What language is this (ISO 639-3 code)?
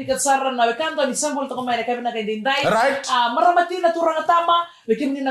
fij